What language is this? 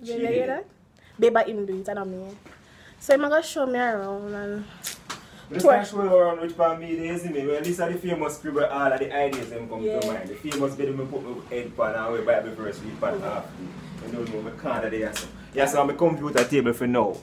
Jamaican Creole English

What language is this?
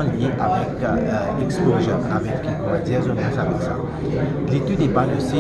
Morisyen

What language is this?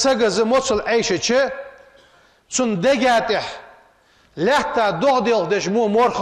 Ingush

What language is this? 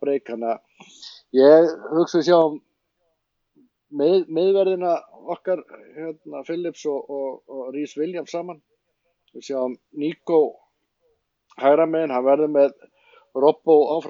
Icelandic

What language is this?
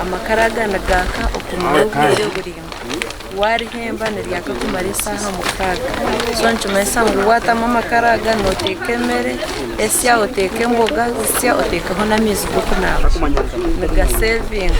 Nyankole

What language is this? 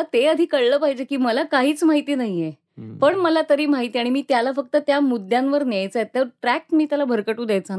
Marathi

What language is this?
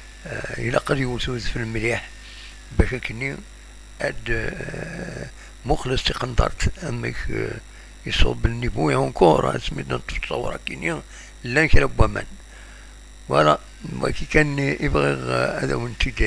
Kabyle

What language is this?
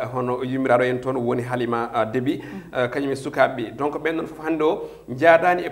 Fula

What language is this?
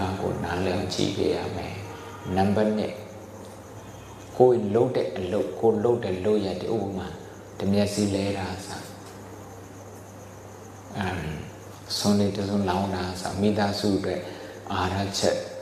Burmese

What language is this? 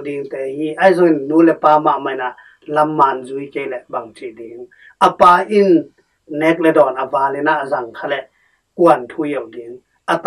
Tedim Chin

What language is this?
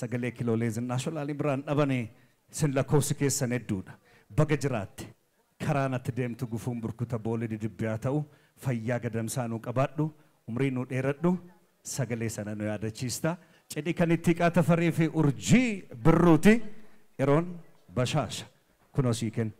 Oromo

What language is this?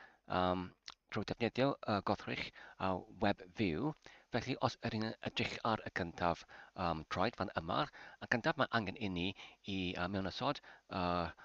Welsh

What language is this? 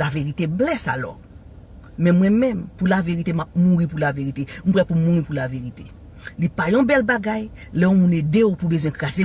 Haitian Creole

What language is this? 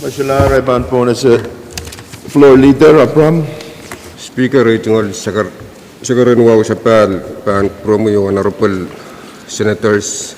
Pohnpeian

